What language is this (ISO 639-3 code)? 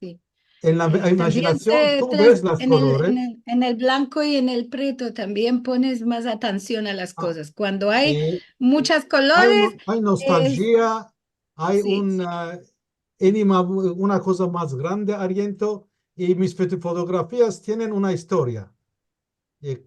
lad